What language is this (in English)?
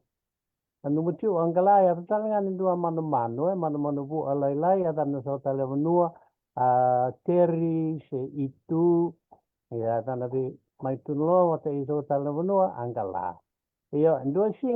Fijian